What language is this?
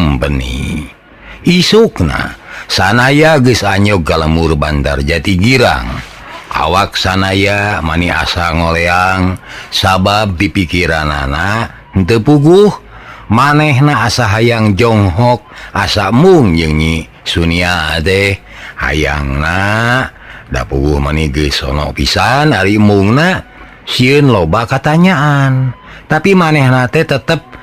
Sundanese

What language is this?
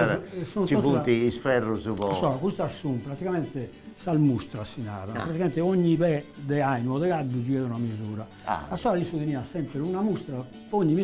Sardinian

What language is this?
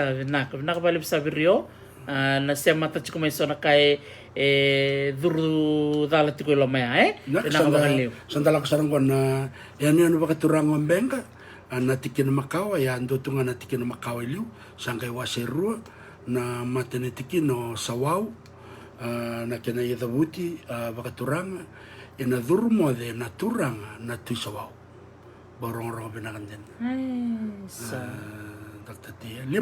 Fijian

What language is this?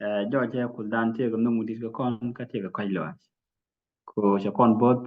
Nuer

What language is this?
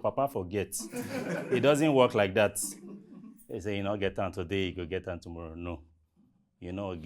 Nigerian Pidgin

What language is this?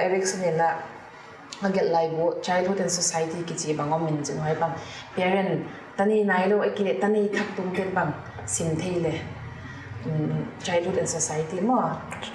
Paite Chin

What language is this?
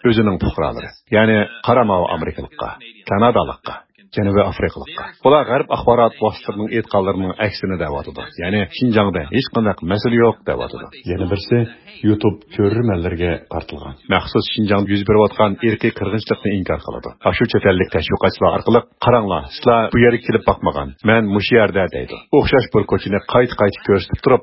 Uyghur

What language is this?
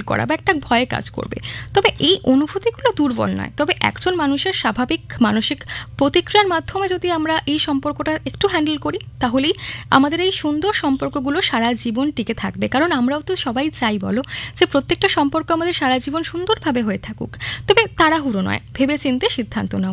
Bangla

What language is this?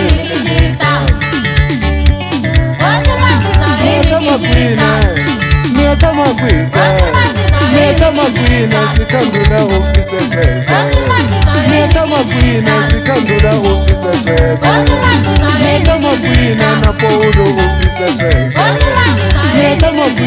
Tsonga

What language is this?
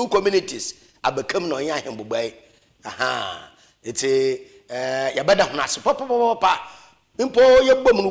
Akan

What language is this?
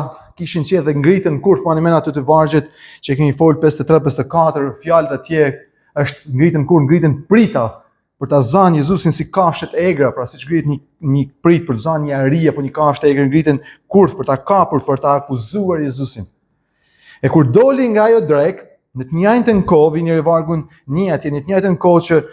Albanian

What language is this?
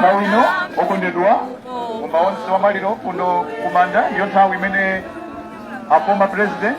Nyanja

